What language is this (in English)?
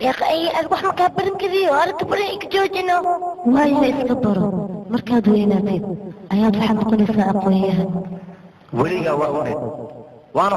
Somali